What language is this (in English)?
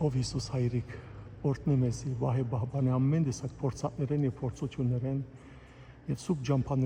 Western Armenian